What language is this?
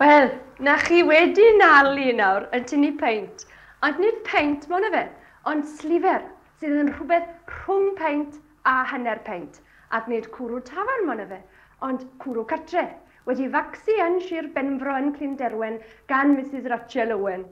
Welsh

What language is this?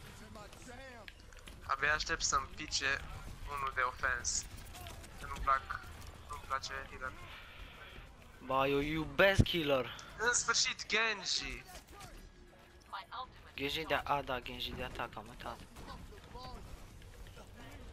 Romanian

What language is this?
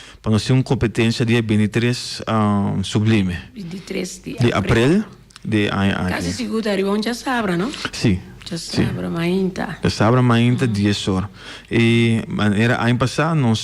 Papiamento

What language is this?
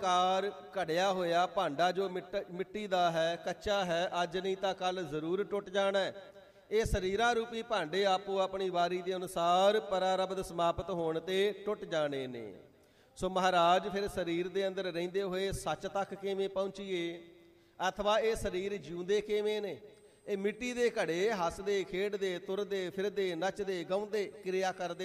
Punjabi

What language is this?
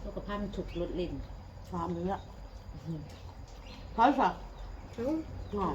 Northeastern Thai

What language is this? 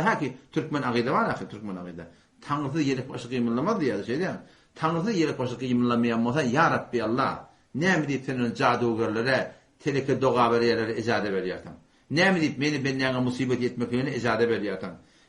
Turkmen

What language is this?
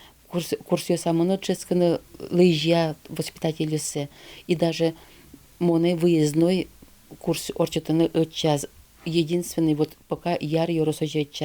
Udmurt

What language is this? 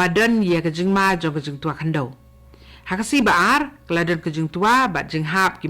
Khasi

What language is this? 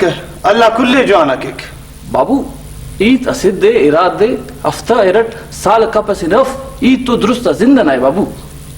Brahui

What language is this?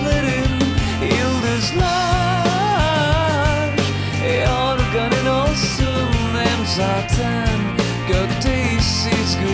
Turkish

